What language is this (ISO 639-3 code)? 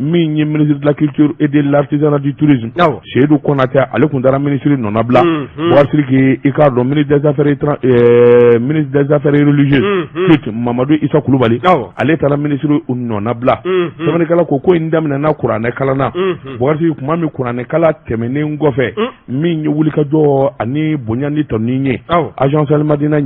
bam